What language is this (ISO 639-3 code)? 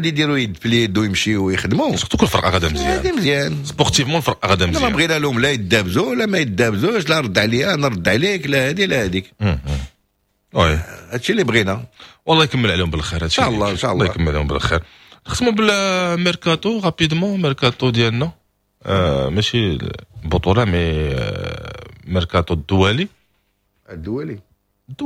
ary